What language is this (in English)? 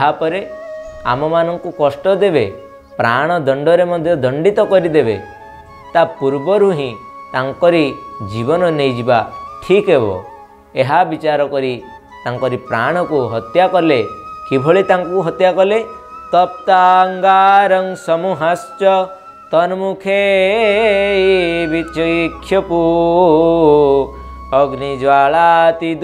Odia